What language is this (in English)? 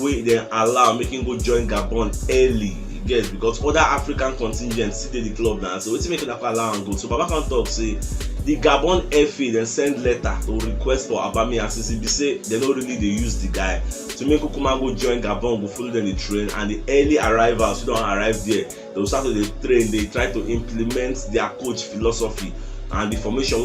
Nigerian Pidgin